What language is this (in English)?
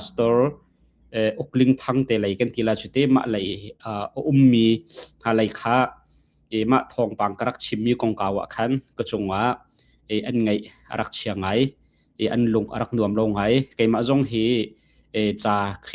Hakha Chin